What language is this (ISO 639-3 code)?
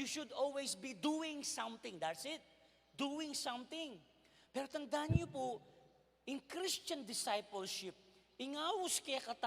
pam